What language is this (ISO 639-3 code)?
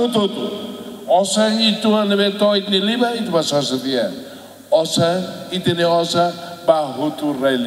tet